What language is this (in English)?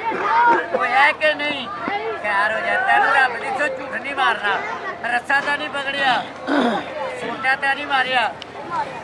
Punjabi